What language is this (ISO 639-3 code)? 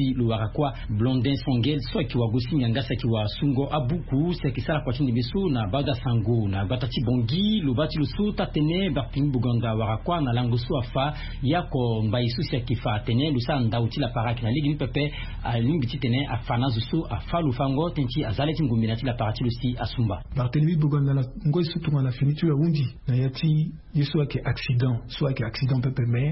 sag